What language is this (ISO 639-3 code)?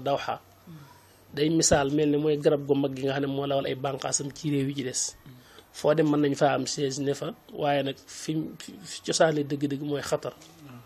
wol